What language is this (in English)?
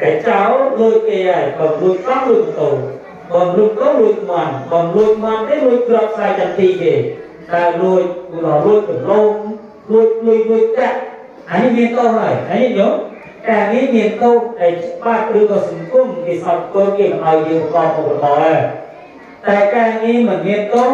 Khmer